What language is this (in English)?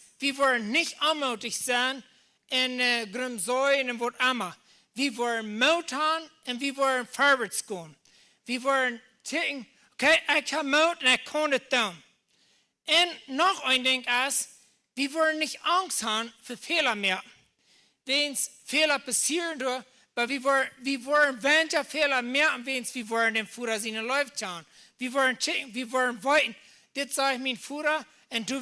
Plautdietsch